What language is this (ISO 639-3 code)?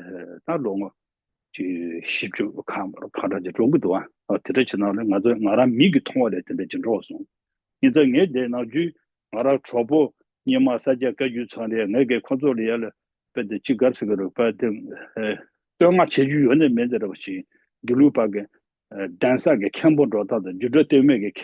bod